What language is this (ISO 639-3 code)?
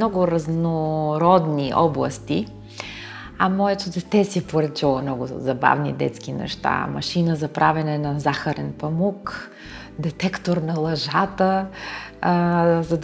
bul